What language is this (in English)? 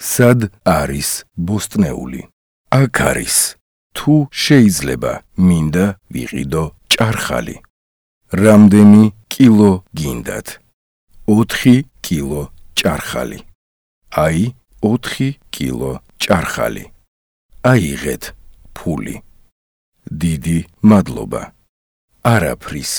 Georgian